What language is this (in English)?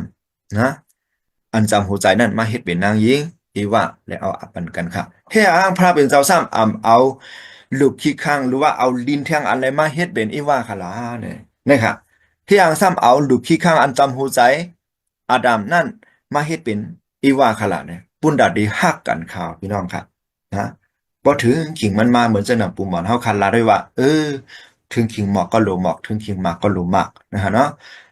Shan